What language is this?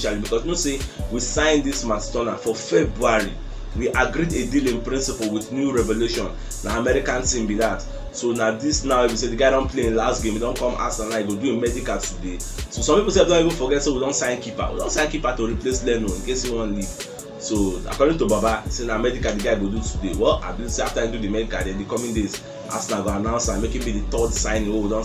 Nigerian Pidgin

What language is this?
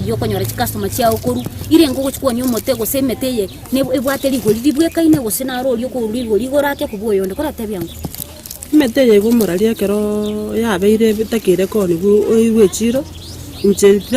Gusii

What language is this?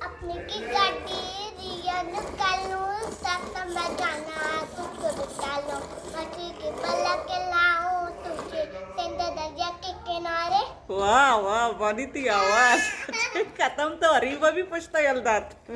Baluchi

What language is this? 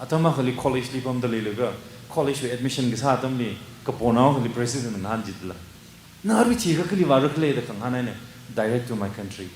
Tangkhul Naga (India)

